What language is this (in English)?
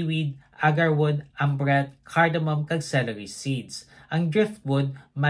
Hiligaynon